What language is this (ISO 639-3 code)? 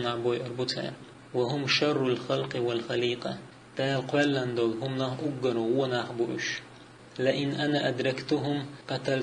che